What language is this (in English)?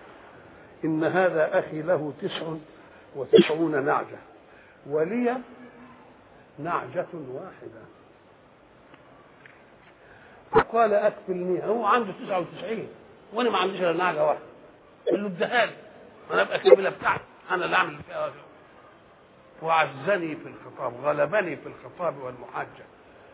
Egyptian Arabic